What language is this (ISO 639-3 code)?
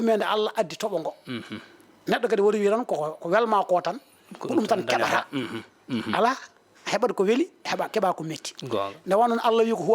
ful